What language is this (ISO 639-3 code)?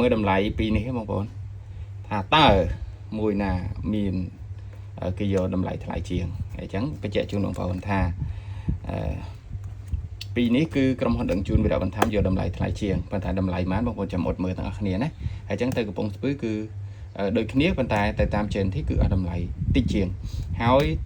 khm